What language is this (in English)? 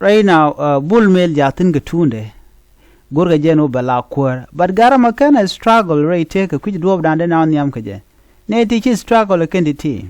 Nuer